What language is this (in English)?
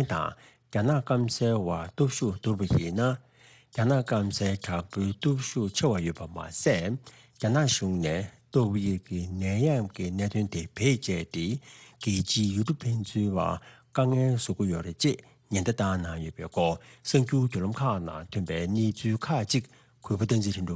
Tibetan